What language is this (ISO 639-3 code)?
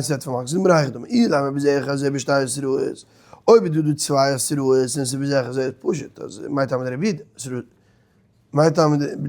yid